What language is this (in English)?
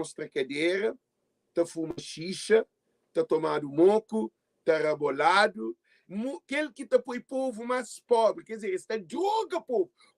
Kabuverdianu